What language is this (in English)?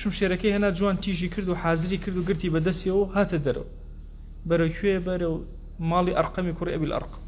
Central Kurdish